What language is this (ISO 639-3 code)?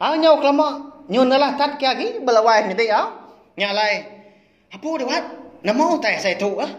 iba